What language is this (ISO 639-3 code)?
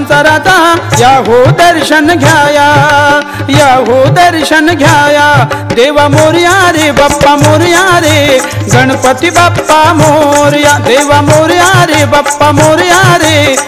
mar